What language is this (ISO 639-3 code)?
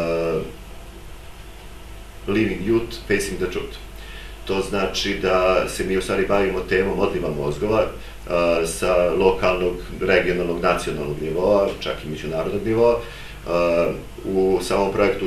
srp